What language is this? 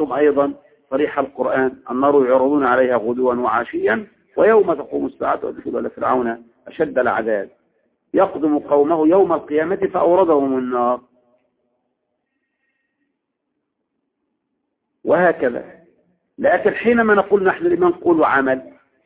Arabic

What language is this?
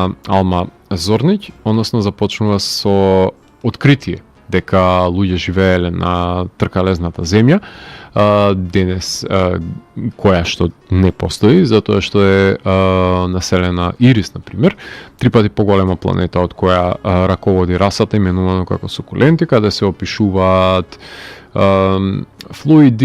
Macedonian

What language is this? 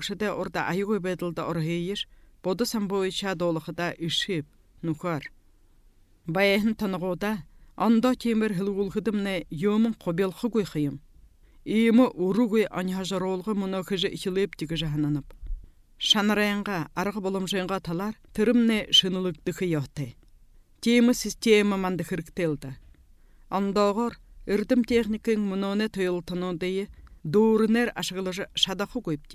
Buriat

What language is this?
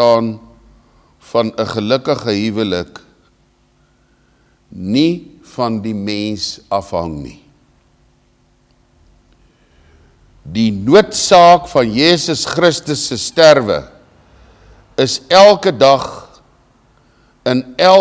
Afrikaans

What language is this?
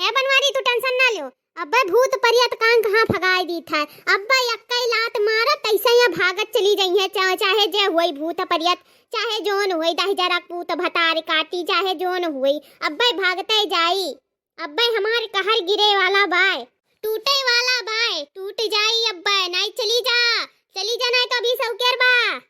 Awadhi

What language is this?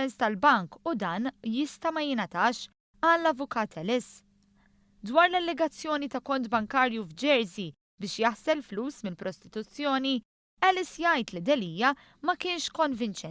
Maltese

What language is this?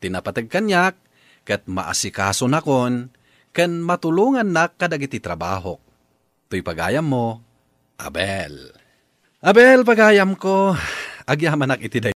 Iloko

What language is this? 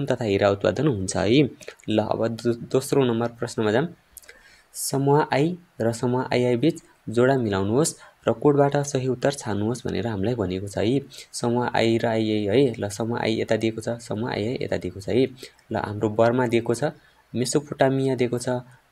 Nepali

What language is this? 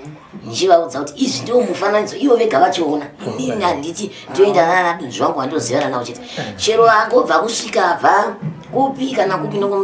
Shona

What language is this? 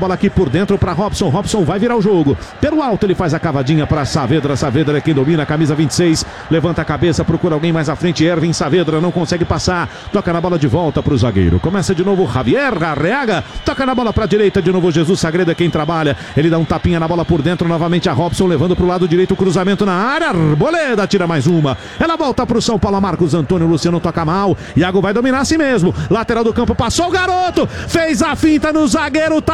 Portuguese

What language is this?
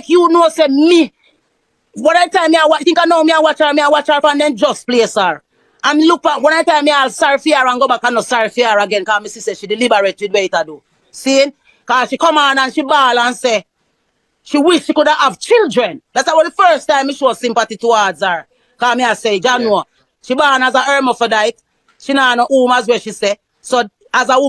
Jamaican Creole English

